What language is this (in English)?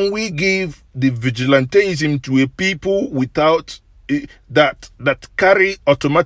Igbo